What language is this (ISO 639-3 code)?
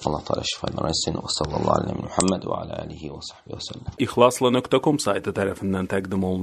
aze